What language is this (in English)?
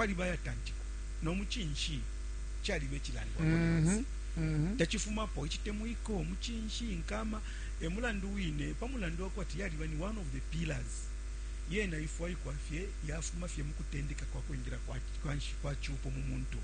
Bemba